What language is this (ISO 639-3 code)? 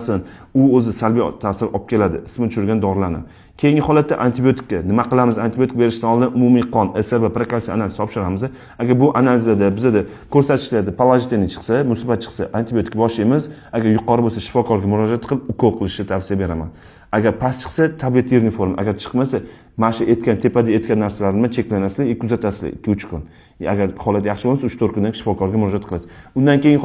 uzb